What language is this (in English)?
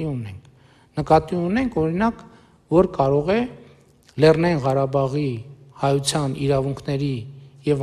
Armenian